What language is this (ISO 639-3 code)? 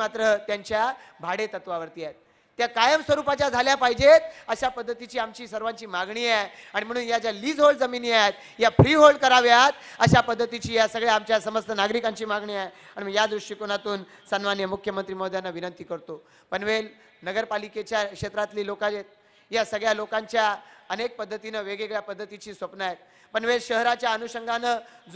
mar